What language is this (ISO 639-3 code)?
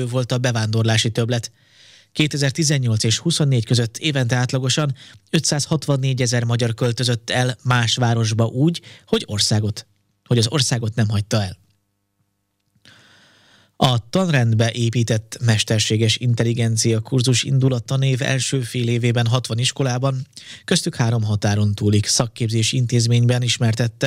hun